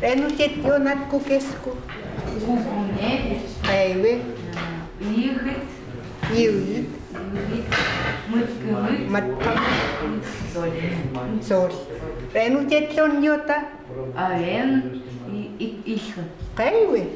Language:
Chukot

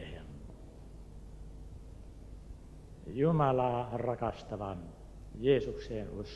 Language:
Finnish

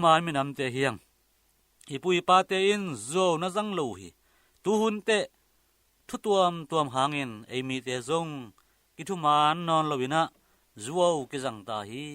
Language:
Tedim Chin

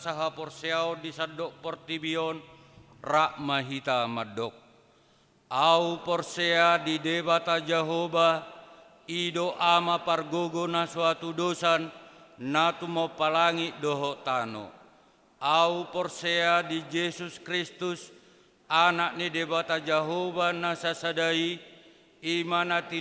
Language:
Batak Toba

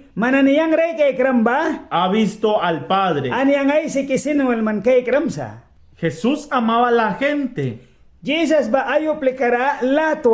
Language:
Mískito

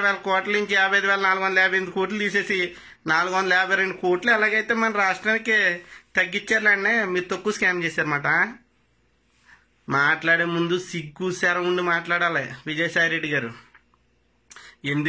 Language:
Telugu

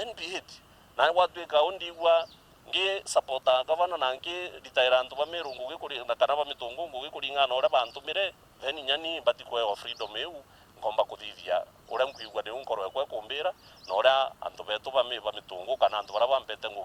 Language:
Meru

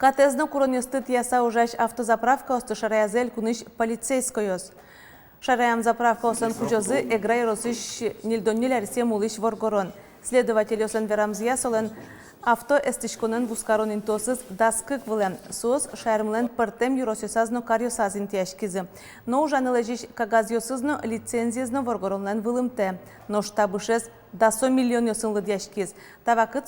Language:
Udmurt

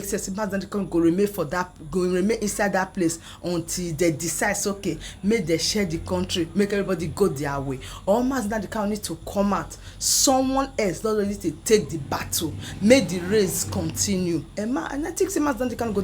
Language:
Nigerian Pidgin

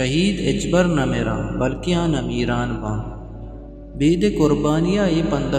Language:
Eastern Balochi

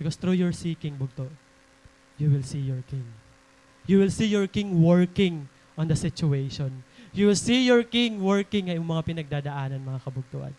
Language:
Waray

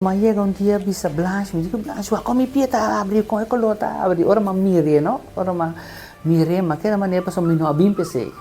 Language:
Papiamento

